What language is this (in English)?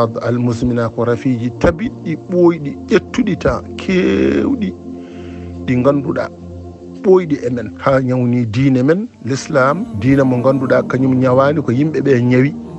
Fula